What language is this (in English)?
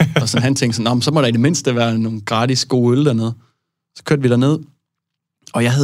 Danish